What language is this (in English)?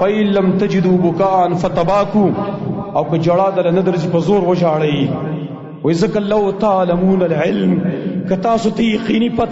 Pashto